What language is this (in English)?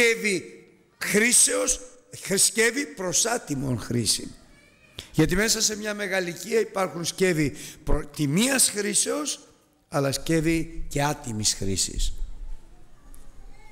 Greek